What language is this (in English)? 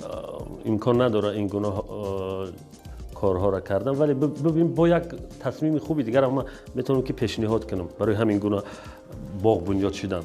Tajik